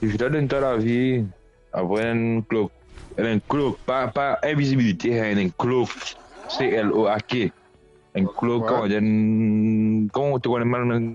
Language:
Morisyen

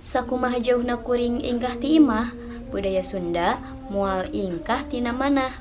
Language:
Sundanese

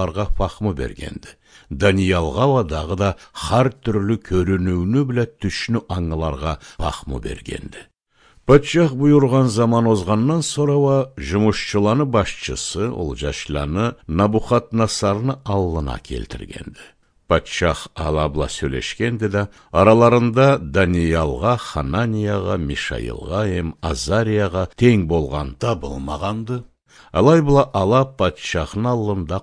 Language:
Karachay-Balkar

